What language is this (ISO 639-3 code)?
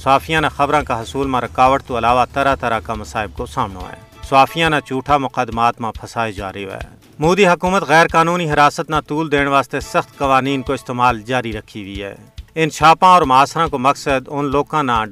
gju